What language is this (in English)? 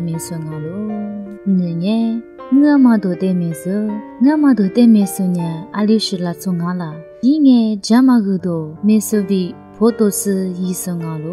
Lisu